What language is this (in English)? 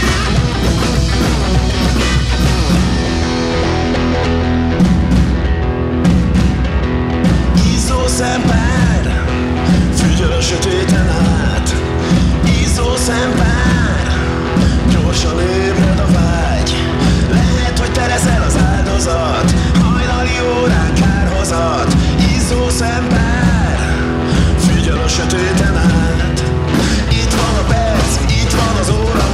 Hungarian